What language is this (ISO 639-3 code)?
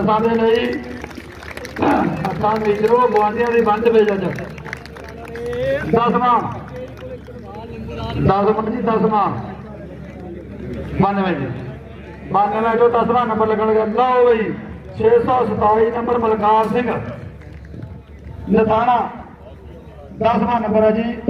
pan